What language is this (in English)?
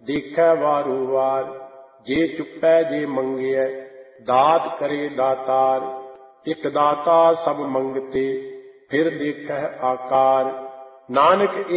Punjabi